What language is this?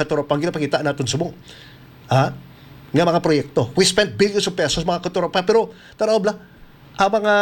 Hiligaynon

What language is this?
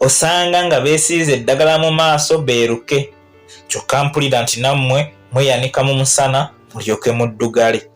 Ganda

